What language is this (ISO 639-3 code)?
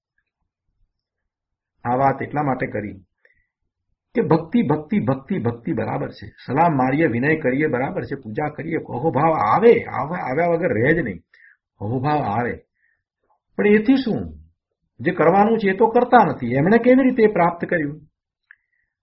guj